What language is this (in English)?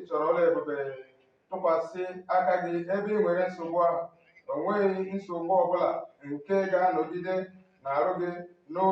Igbo